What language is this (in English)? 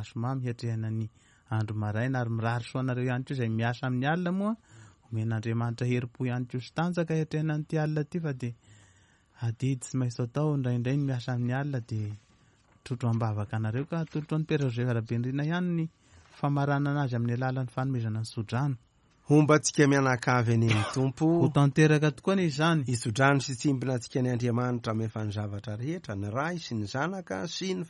Malagasy